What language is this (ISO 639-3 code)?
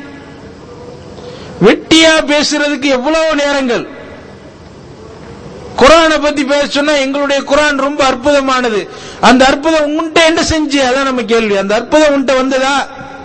tam